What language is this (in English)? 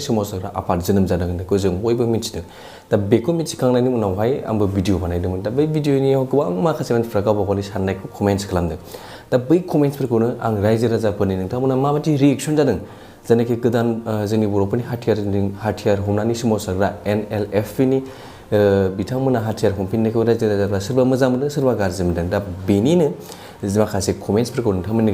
Bodo